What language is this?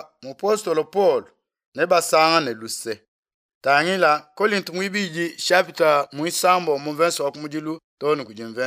Luba-Lulua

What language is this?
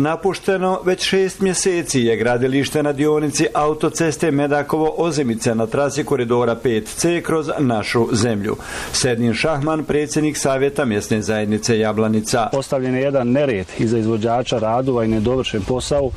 Bosnian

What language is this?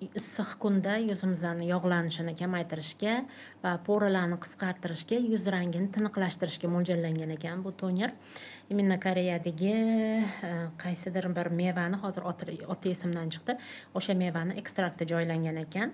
Uzbek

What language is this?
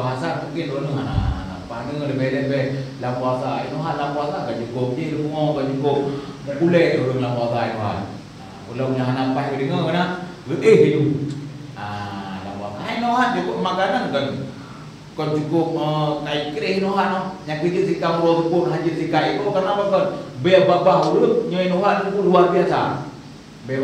Achinese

